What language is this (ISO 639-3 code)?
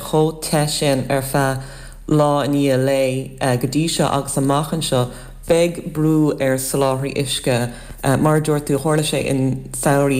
gle